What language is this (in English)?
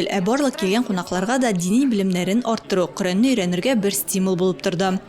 Tatar